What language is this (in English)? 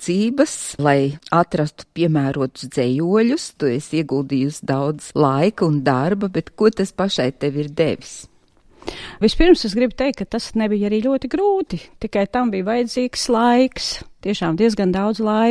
Latvian